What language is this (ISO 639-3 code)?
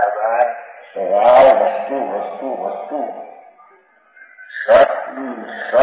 guj